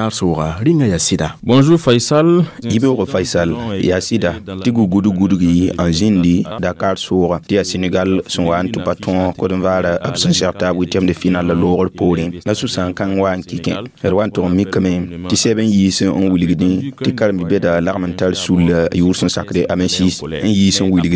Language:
Mossi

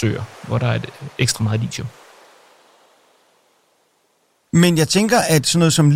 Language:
Danish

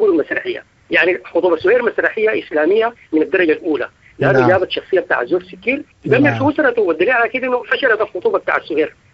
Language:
Sudanese Arabic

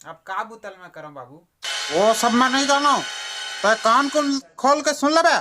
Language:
Chhattisgarhi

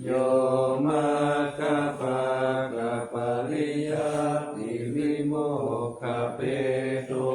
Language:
Pali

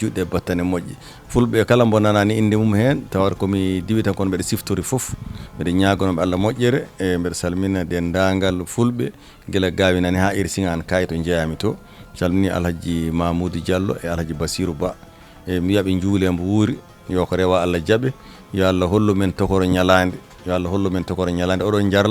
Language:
Fula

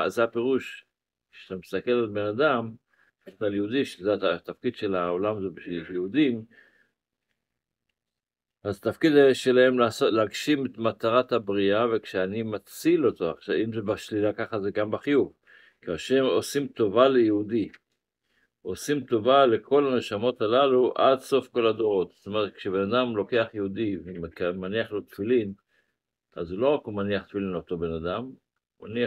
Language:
Hebrew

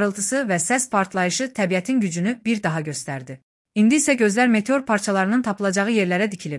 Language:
Azerbaijani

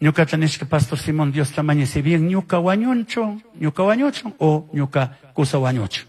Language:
Chimborazo Highland Quichua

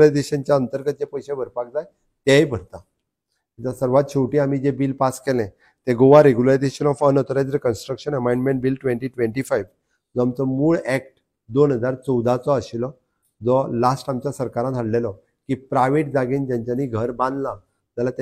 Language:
Konkani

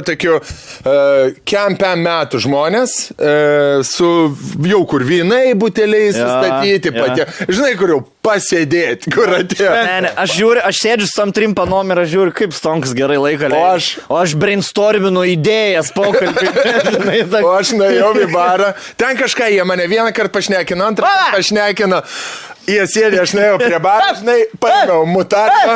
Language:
Lithuanian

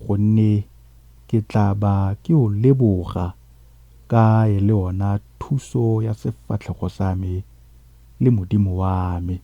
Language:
Tswana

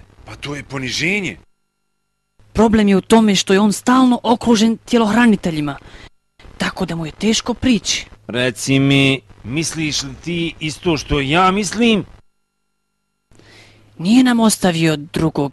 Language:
Bosnian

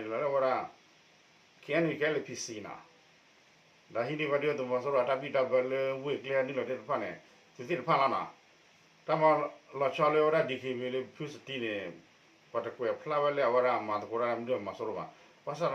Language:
S'gaw Karen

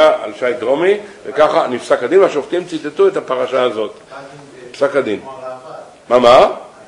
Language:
Hebrew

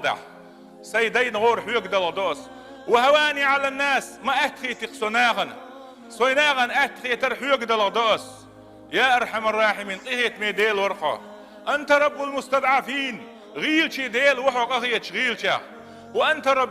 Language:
Chechen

